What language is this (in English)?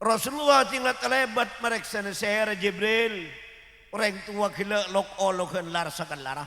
Madurese